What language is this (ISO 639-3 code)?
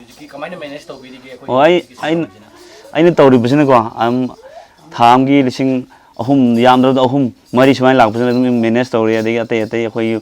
mni